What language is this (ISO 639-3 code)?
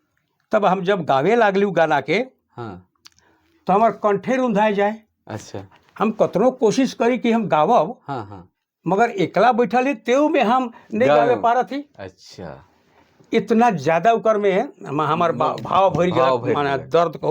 sck